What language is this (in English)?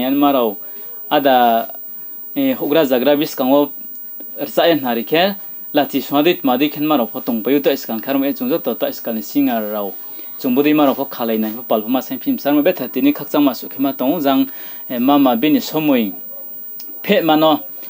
Riang (India)